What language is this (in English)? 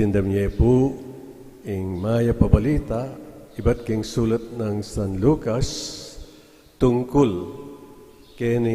Pampanga